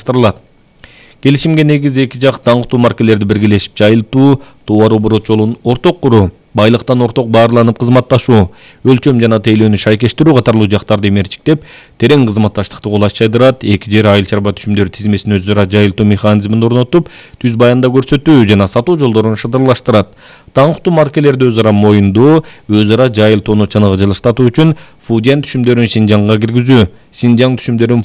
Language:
Kyrgyz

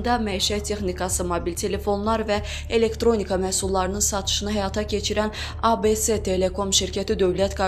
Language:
Azerbaijani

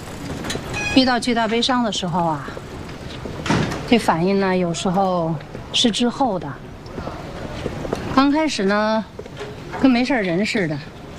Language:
Chinese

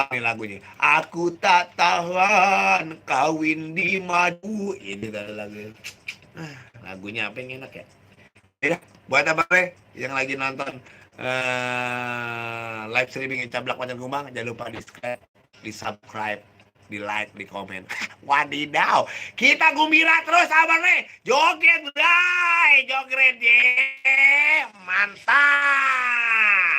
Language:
Betawi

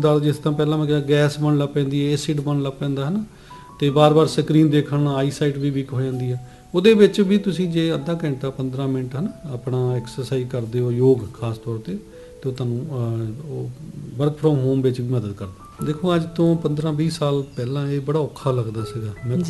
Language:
Punjabi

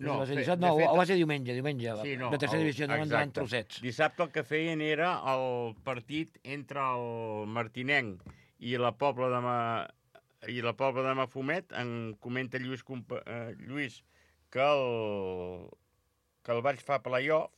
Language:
Catalan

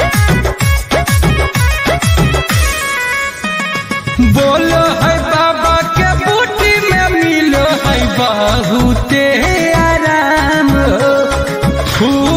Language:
Bhojpuri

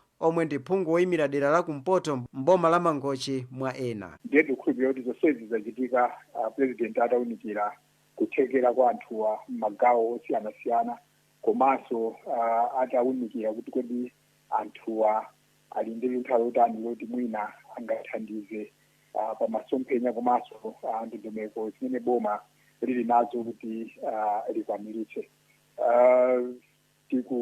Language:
Nyanja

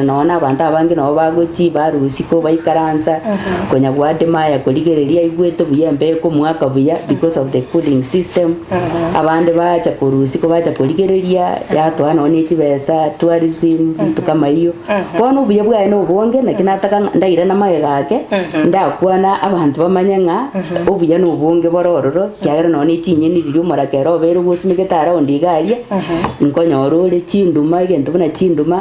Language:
Gusii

